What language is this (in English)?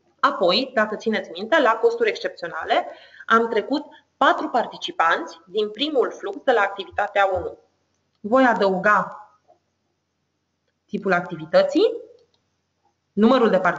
Romanian